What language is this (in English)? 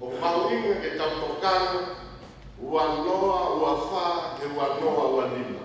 Tongan